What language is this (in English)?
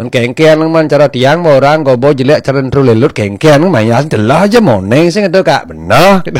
Balinese